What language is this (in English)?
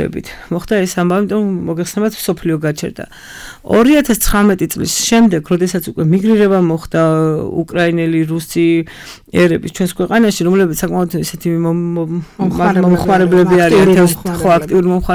Georgian